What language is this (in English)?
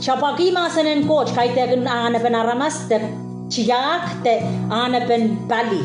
Pohnpeian